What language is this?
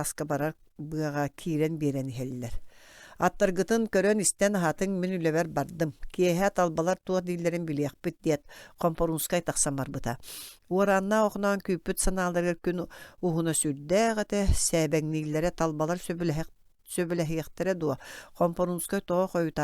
Yakut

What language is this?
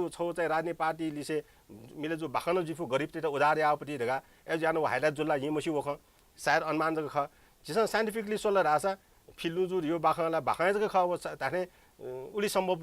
Newari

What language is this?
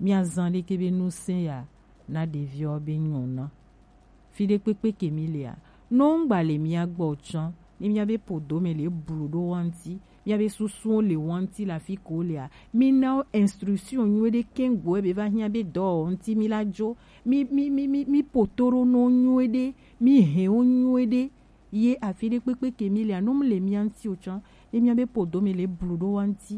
Gen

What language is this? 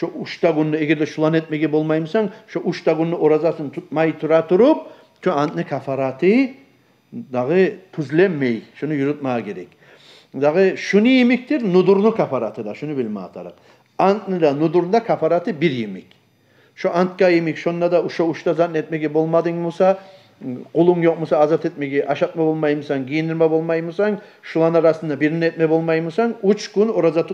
Kumyk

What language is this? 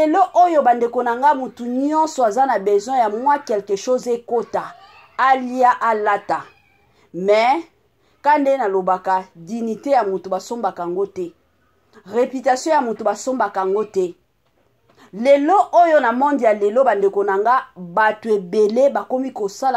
Lingala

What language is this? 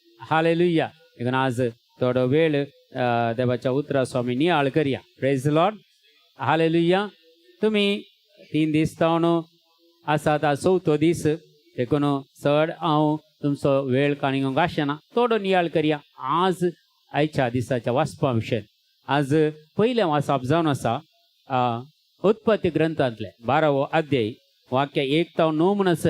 Konkani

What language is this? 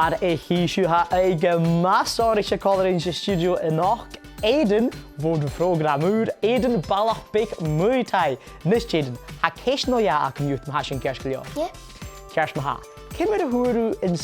Scottish Gaelic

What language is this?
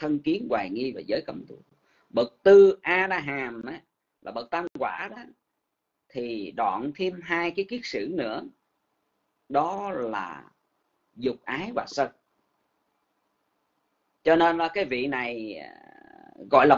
Vietnamese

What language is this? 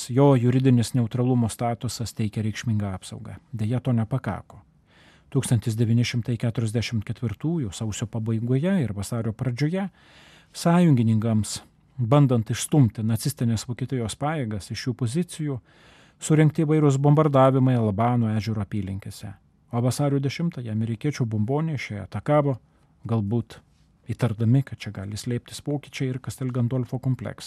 Lithuanian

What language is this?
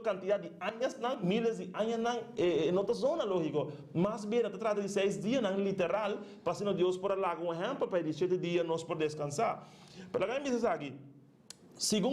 Papiamento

